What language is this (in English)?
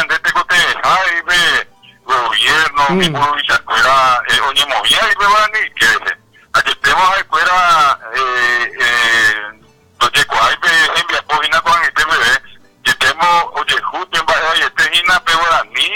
Guarani